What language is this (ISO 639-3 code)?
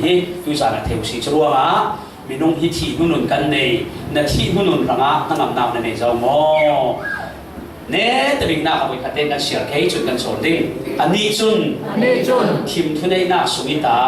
cfm